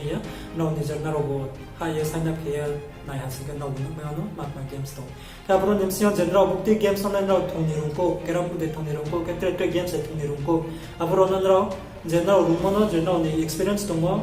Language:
Riang (India)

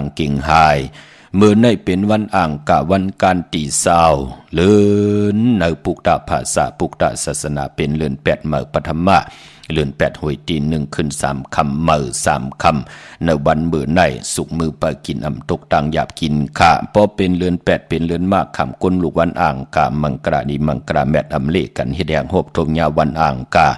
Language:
Shan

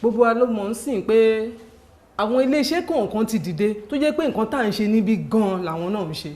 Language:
Yoruba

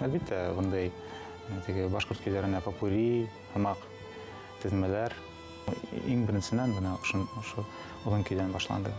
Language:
Bashkir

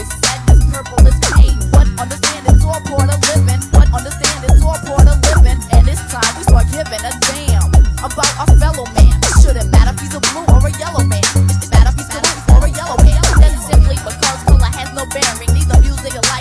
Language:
English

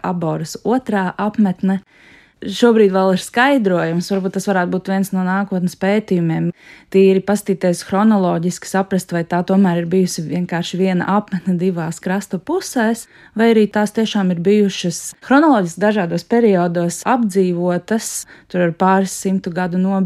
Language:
Latvian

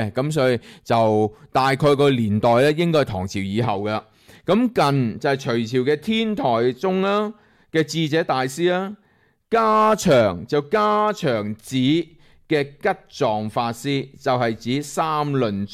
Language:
Cantonese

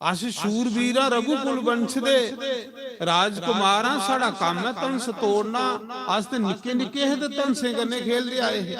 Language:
Dogri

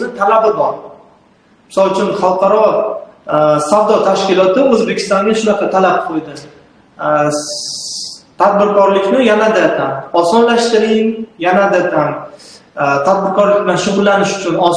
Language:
Uzbek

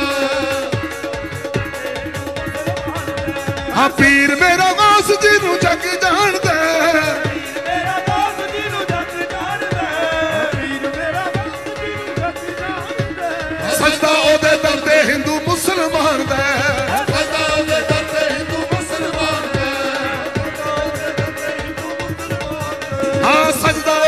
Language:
Punjabi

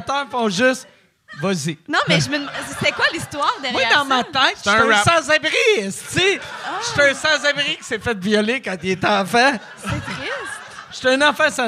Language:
French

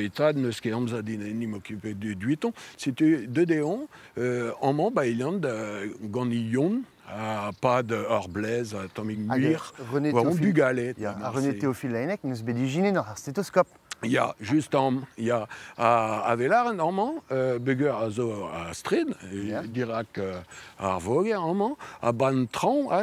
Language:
Breton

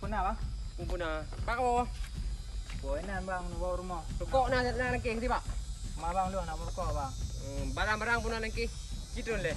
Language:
Achinese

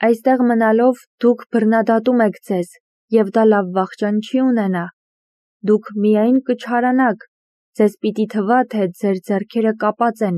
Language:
Armenian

